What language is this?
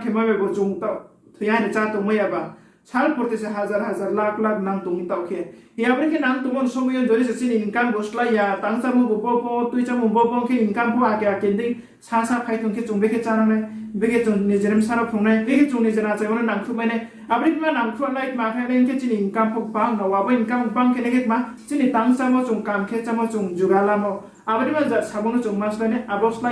Riang (India)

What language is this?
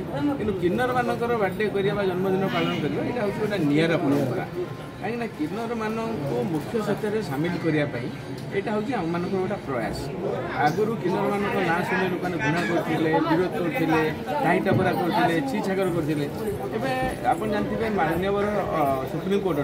Odia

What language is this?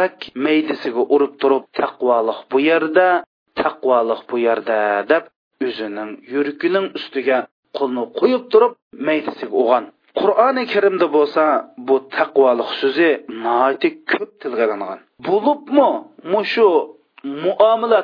Uyghur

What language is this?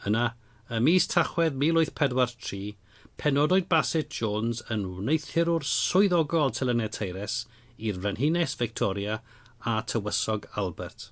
Welsh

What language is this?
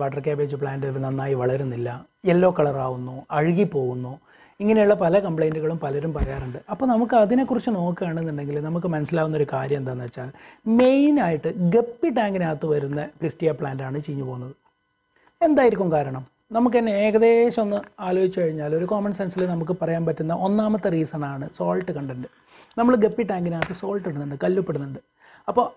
Malayalam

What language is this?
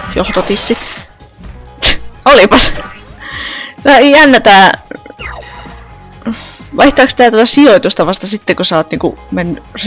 Finnish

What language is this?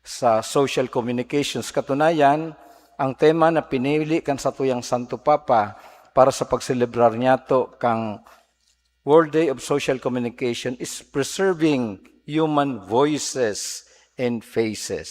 Bikol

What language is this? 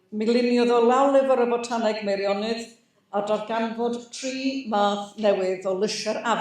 Welsh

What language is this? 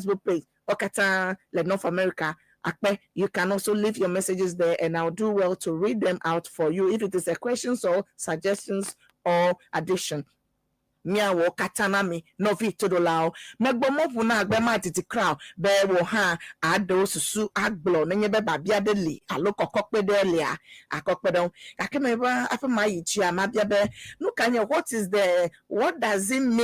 Ewe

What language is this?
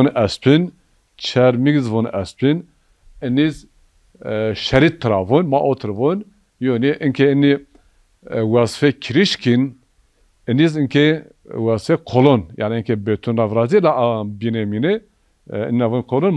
Zaza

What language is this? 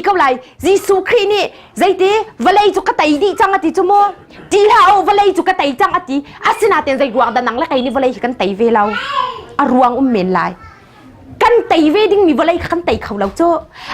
Hakha Chin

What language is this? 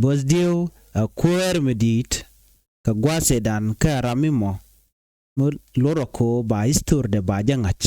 Nuer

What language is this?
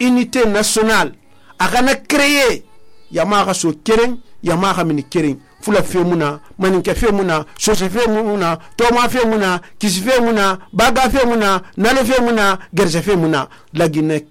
Susu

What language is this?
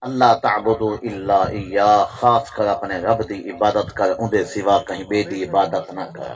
Saraiki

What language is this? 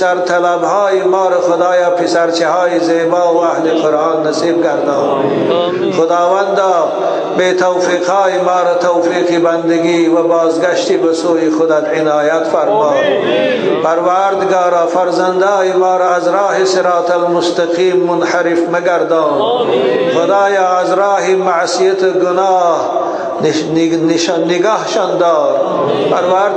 Tajik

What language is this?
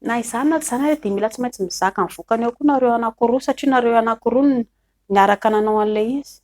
Malagasy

